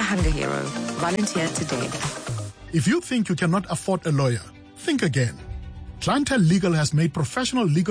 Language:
English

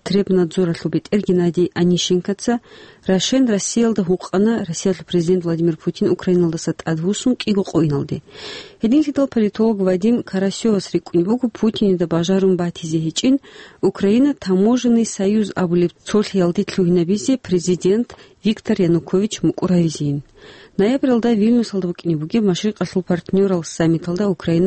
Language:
Avaric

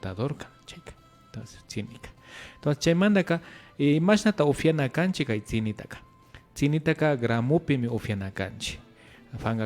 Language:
Imbabura Highland Quichua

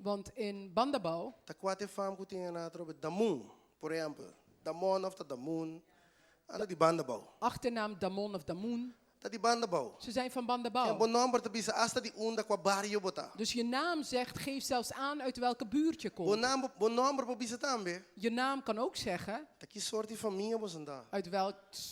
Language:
Papiamento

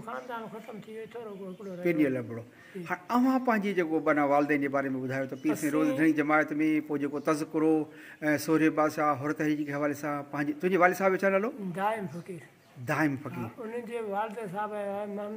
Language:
Sindhi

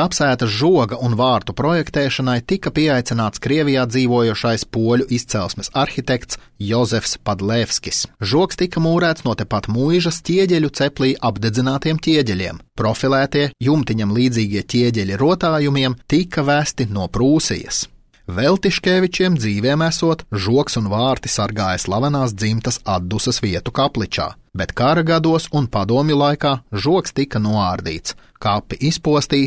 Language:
Latvian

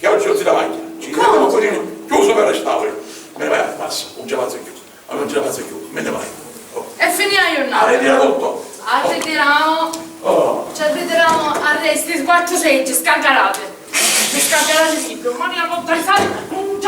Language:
Sicilian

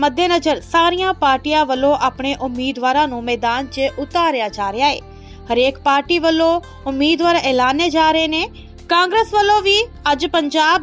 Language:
Punjabi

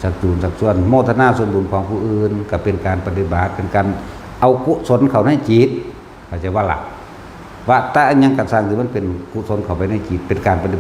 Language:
Northeastern Thai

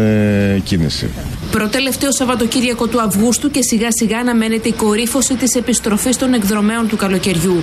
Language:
Greek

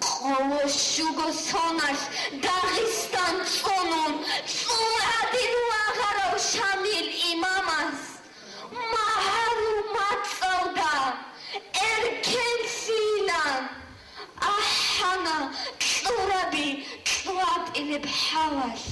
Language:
Avaric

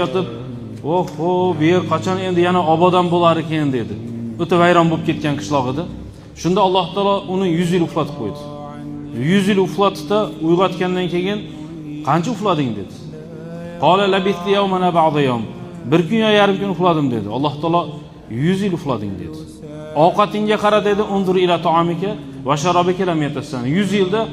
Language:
Uzbek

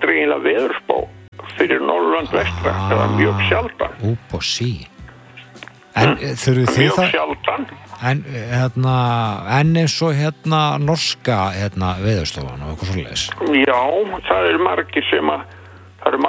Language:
Icelandic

